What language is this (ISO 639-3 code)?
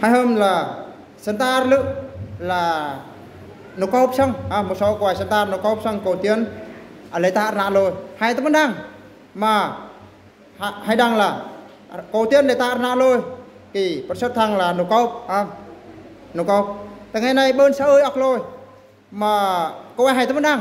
bru